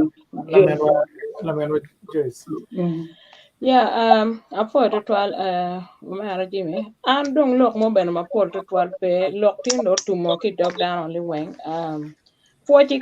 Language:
Acoli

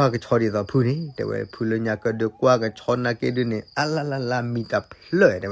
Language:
S'gaw Karen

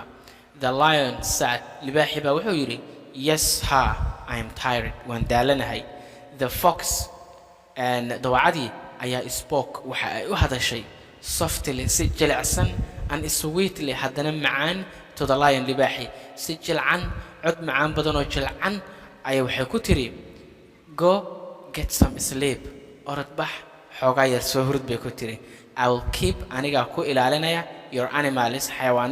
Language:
Somali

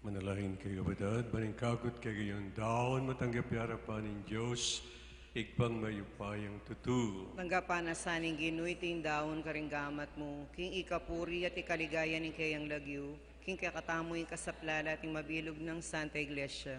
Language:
Pampanga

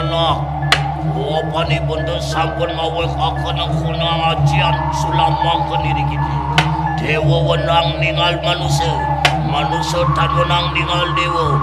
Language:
Balinese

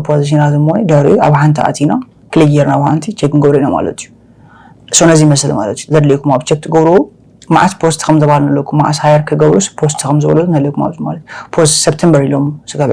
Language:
Tigrinya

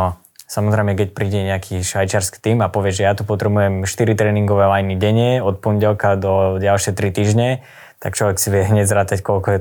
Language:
Slovak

